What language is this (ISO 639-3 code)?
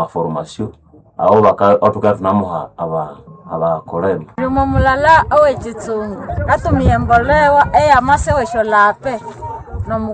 nnb